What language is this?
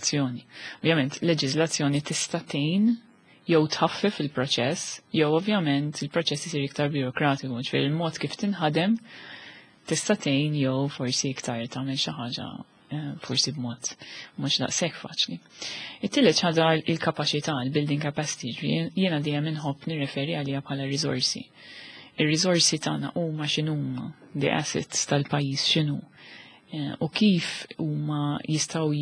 Maltese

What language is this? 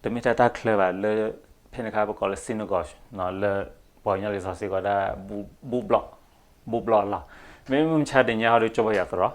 S'gaw Karen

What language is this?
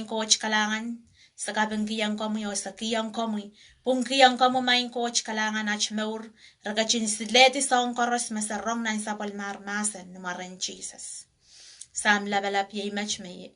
Pohnpeian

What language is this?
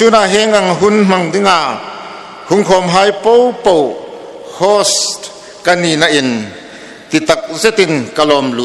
Hmar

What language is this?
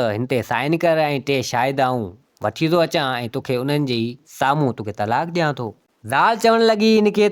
Sindhi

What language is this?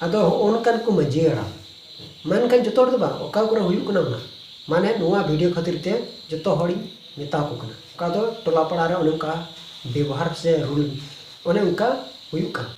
Santali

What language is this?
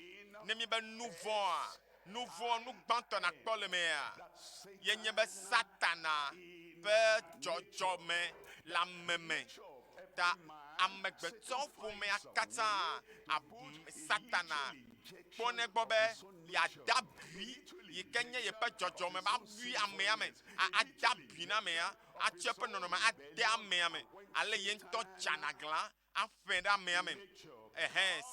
Ewe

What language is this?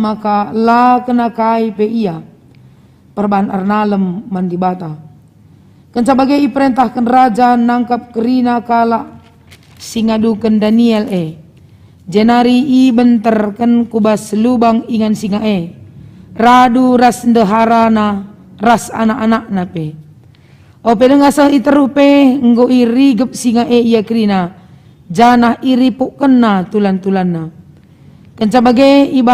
Batak Karo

